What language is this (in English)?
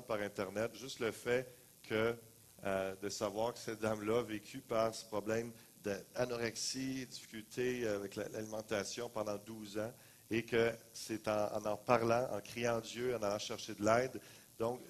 French